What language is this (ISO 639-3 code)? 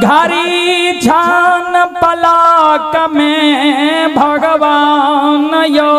mai